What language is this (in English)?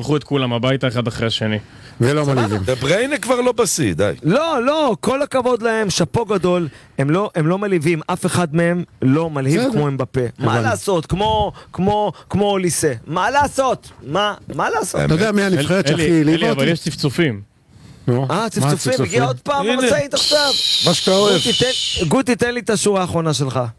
Hebrew